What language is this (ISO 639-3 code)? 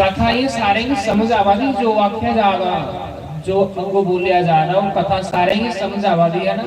doi